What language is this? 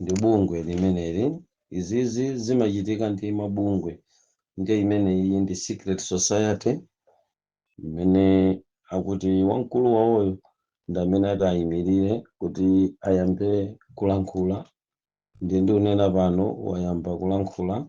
Nyanja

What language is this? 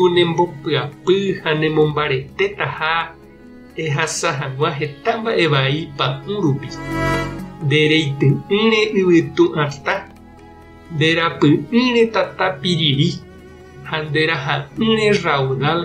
Guarani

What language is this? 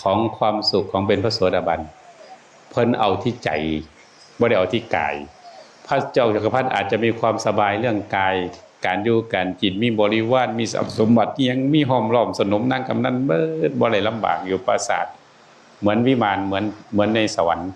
Northeastern Thai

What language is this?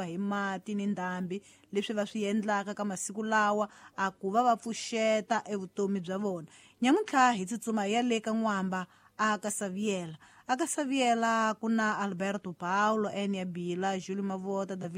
Tsonga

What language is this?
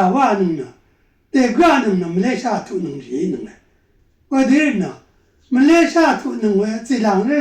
Rawang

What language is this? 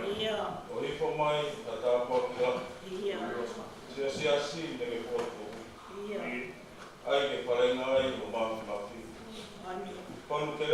Tongan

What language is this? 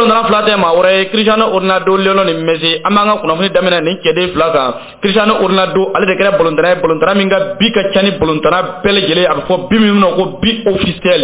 Bambara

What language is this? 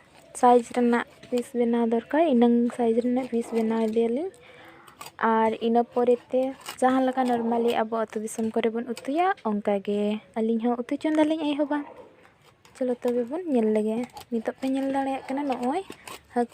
Santali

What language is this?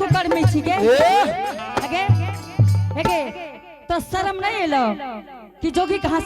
Angika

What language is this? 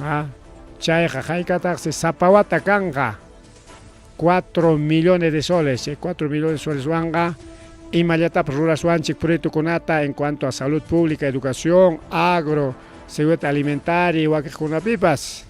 Ayacucho Quechua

